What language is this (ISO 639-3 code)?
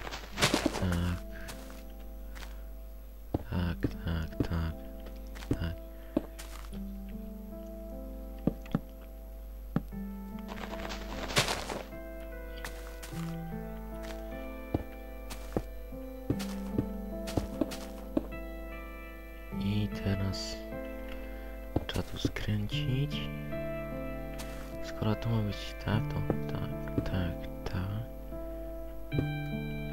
pol